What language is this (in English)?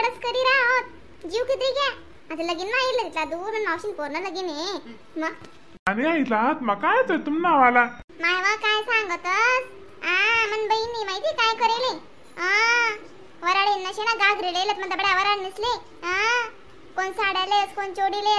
Khandesi